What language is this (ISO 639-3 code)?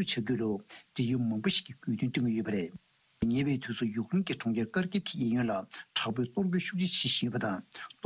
bod